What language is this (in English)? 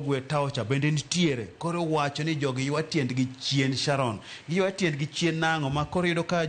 Luo (Kenya and Tanzania)